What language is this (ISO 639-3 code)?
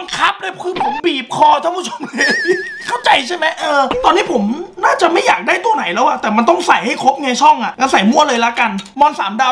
tha